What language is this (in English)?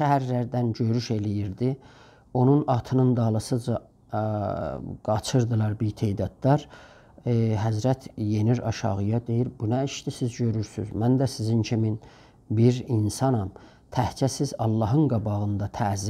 South Azerbaijani